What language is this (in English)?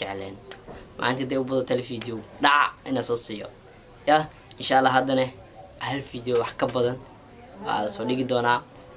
Somali